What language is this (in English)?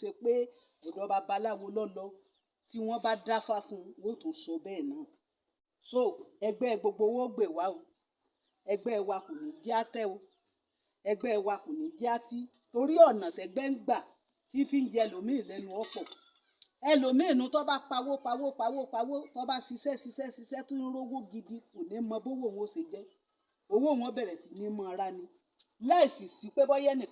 Yoruba